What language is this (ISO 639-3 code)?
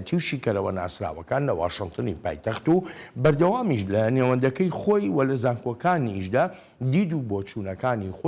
ckb